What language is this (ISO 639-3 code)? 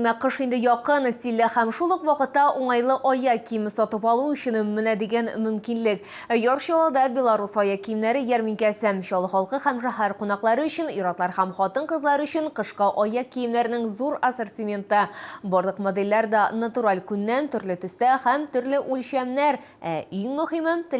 tat